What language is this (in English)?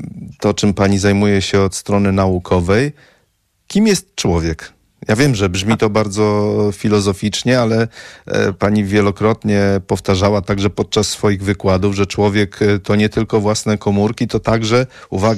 Polish